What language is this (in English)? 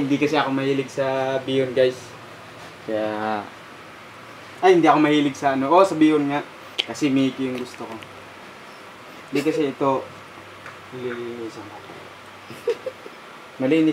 Filipino